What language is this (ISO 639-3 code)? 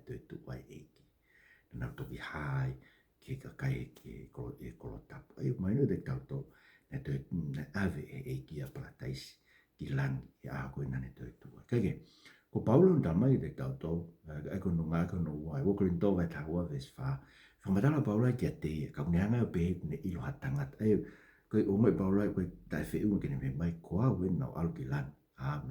ton